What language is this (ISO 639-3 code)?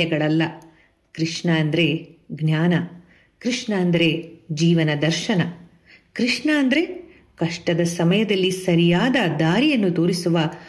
kan